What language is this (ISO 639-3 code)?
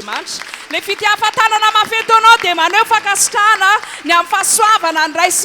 mlg